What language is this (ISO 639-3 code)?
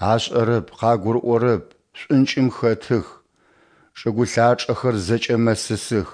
ady